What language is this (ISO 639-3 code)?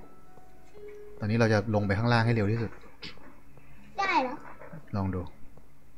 tha